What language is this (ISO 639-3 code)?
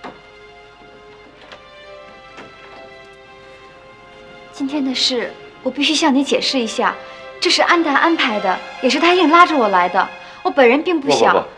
zho